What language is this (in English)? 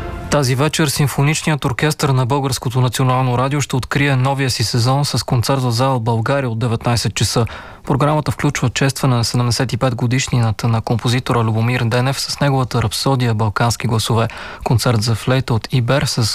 Bulgarian